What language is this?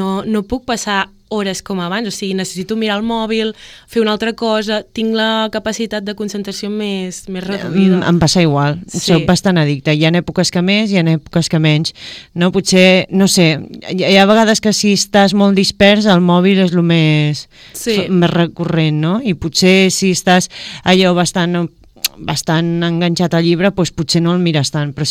Catalan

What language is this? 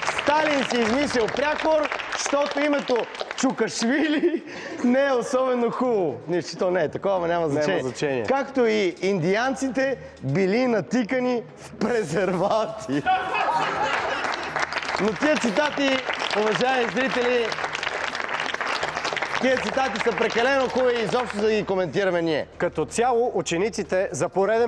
Bulgarian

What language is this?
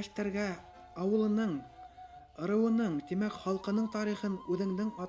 Bashkir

